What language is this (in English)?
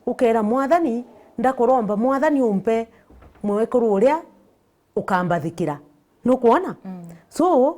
Meru